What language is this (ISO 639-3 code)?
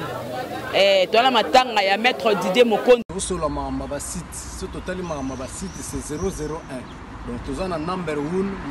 lin